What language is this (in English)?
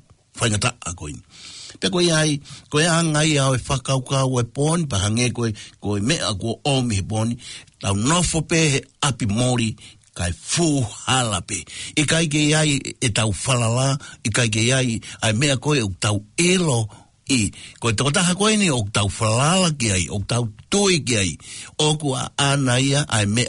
Tongan